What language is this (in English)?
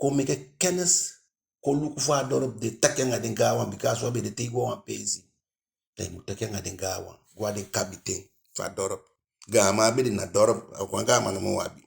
Eastern Maroon Creole